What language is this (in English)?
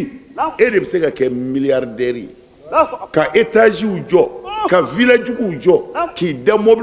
Bambara